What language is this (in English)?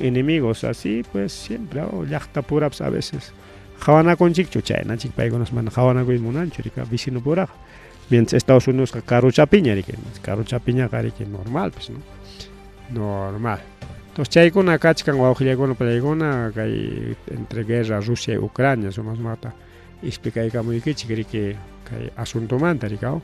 Ayacucho Quechua